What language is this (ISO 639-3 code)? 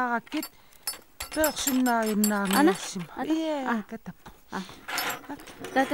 kal